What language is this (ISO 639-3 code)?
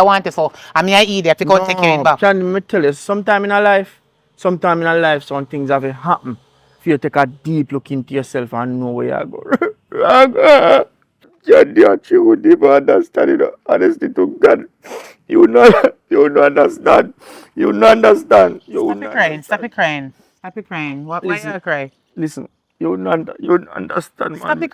jam